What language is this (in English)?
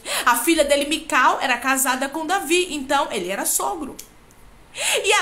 Portuguese